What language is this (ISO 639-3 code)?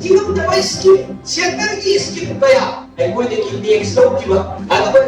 mni